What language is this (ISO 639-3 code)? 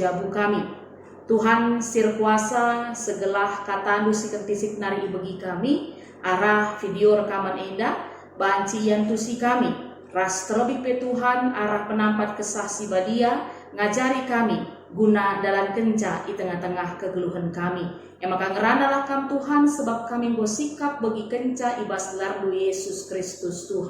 btx